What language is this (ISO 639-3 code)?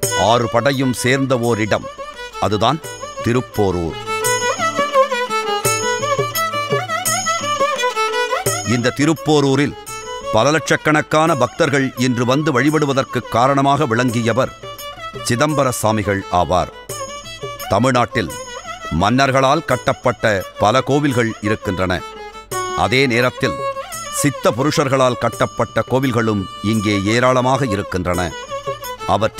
tam